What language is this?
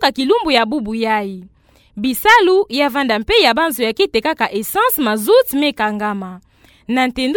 Kituba (Democratic Republic of Congo)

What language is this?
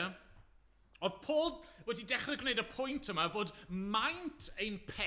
Welsh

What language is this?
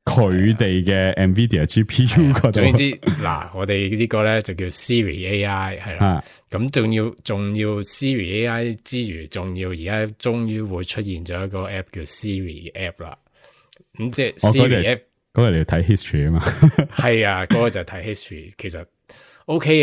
Cantonese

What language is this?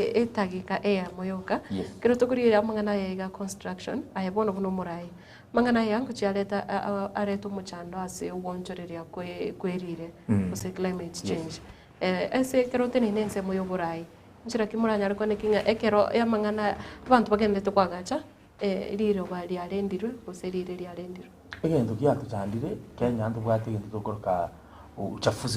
Gusii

